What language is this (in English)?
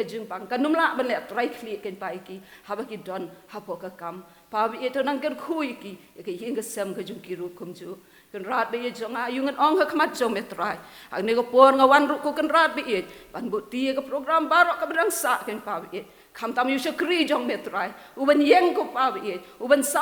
Khasi